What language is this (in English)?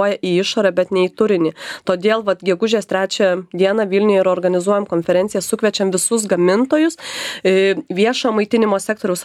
Lithuanian